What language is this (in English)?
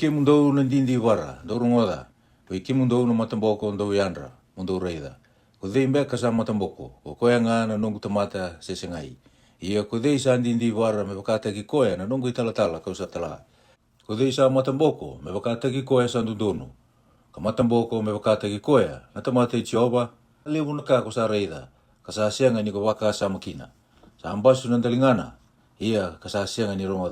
Fijian